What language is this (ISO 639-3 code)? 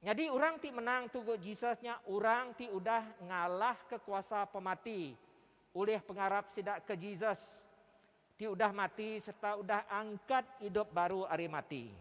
iba